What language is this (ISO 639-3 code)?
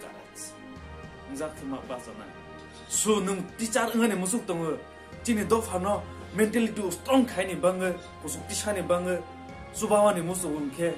trp